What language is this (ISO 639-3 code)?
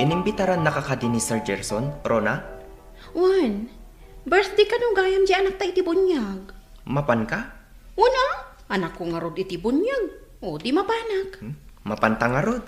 ilo